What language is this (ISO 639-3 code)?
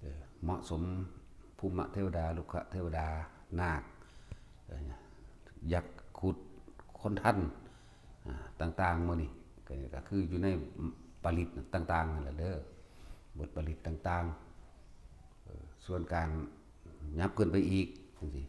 tts